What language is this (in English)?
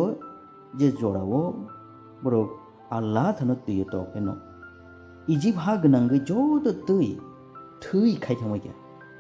Kok Borok